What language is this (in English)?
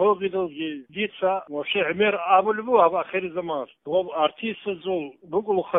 Avaric